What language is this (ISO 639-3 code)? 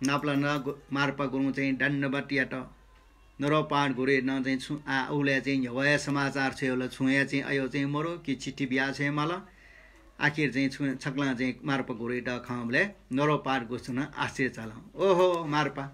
new